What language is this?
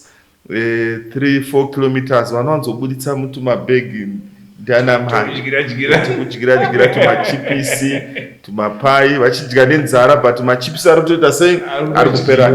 Shona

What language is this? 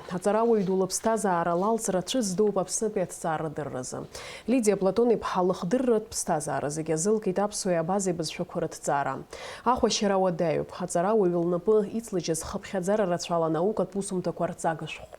Abkhazian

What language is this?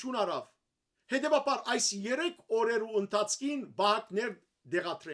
Western Armenian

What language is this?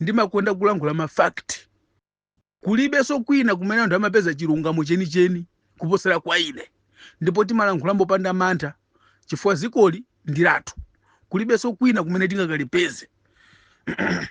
Nyanja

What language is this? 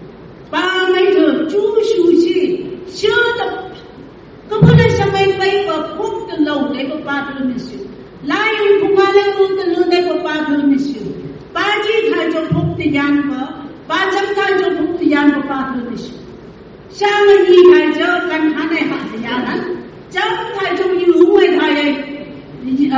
Phom Naga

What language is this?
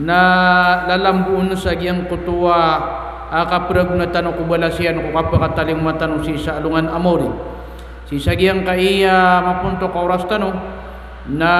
Maranao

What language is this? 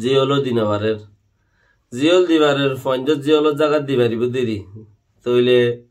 Rohingya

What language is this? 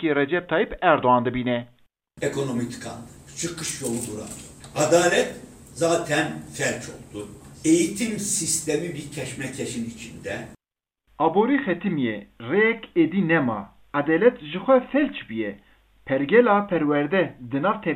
Kurdish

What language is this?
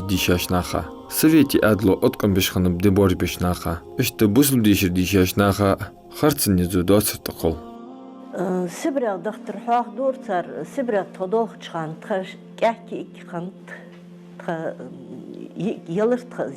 Ingush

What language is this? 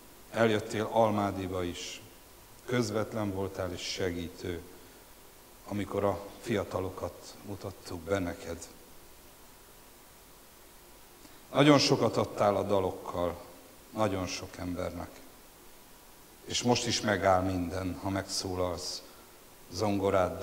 Hungarian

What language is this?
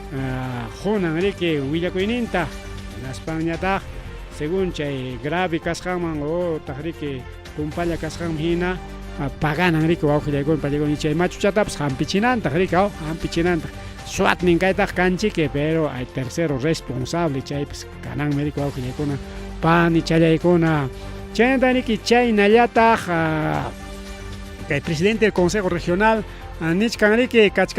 Ayacucho Quechua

